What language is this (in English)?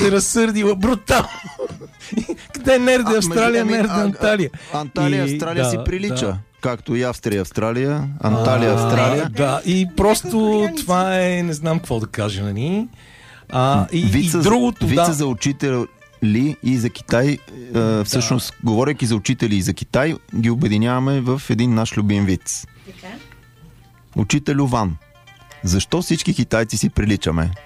Bulgarian